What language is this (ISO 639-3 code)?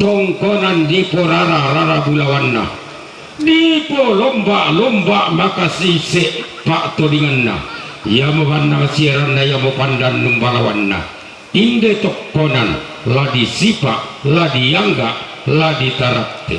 sda